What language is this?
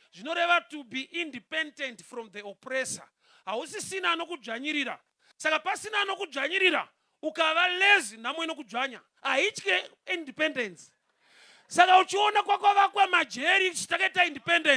Shona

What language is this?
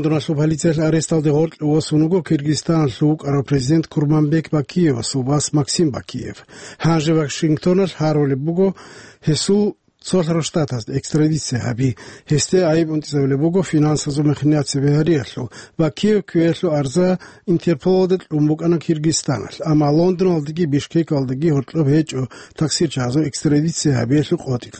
Avaric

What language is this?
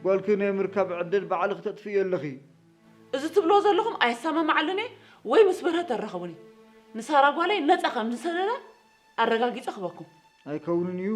Tigrinya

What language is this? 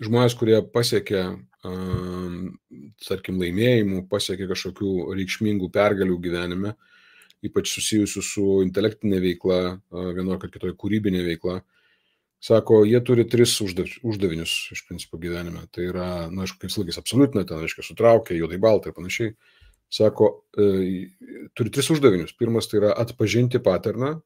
Lithuanian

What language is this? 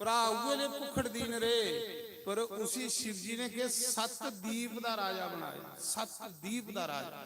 Dogri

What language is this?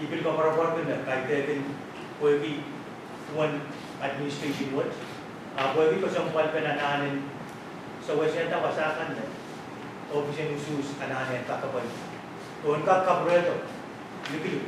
Pohnpeian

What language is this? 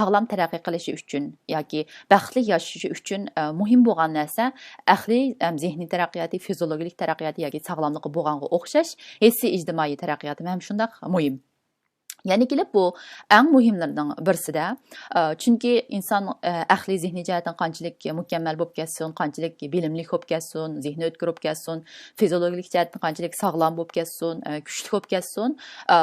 Uyghur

